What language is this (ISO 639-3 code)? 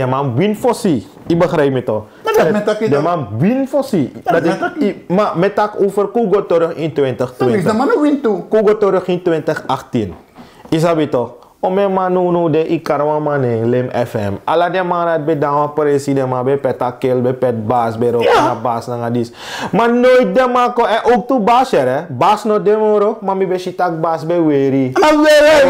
srn